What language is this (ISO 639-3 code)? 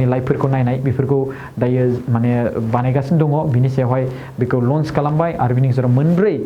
brx